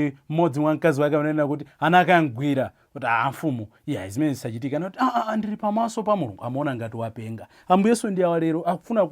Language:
Nyanja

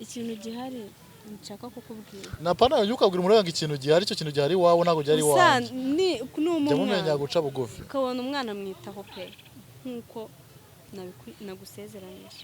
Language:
Kinyarwanda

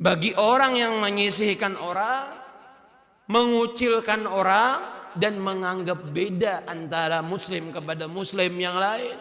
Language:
Banjar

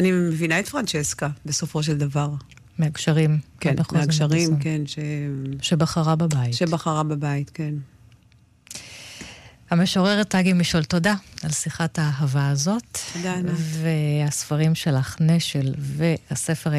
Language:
Hebrew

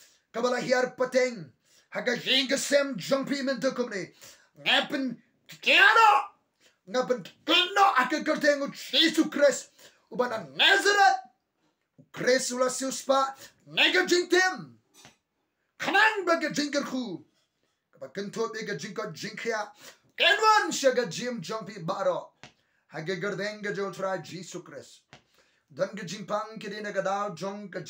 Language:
Khasi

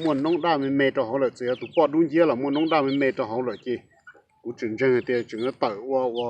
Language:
Hmong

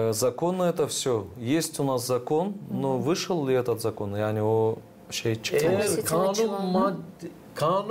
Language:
Gagauz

